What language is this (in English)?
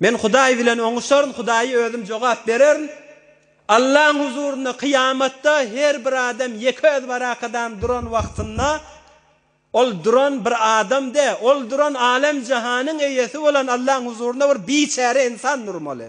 Turkmen